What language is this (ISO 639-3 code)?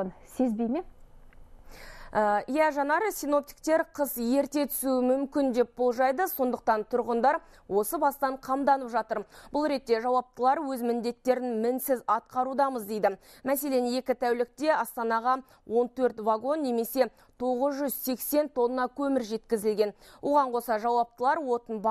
kaz